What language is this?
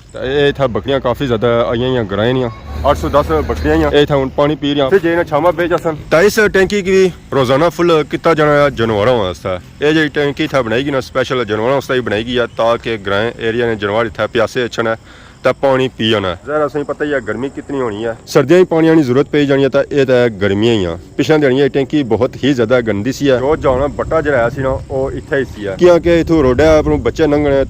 Pahari-Potwari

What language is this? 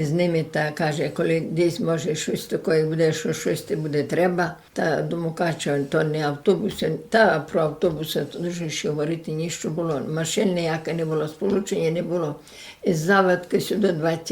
Rusyn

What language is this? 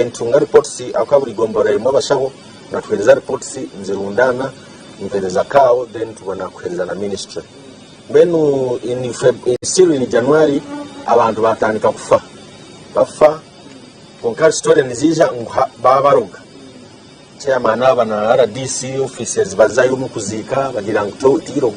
Nyankole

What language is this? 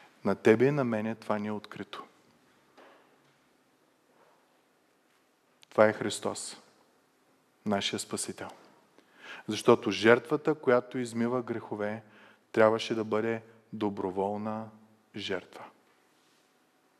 Bulgarian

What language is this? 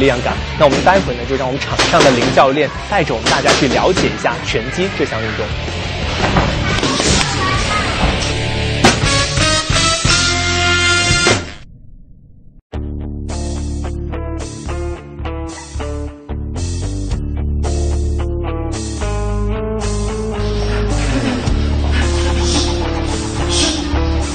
Chinese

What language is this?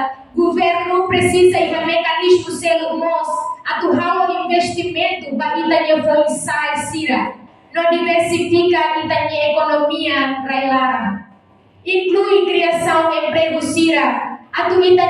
Tetum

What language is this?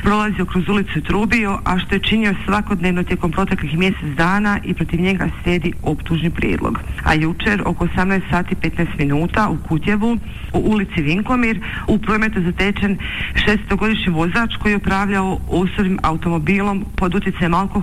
Croatian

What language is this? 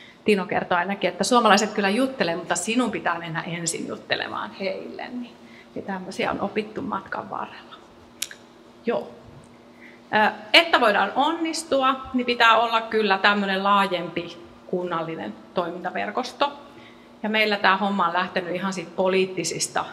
Finnish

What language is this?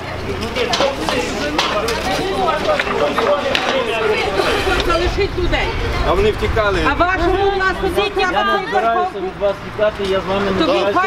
Ukrainian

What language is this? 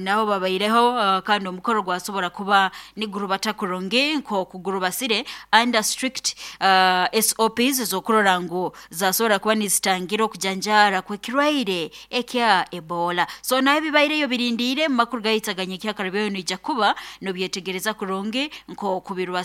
Nyoro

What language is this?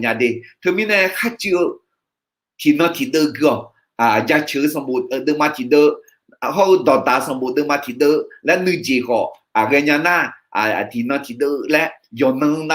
Akha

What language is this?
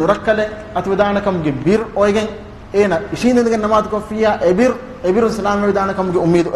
Divehi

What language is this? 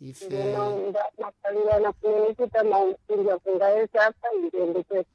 Sena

